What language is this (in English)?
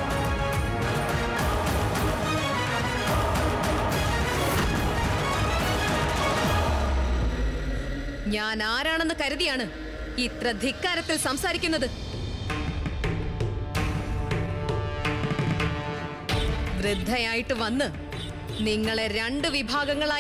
Malayalam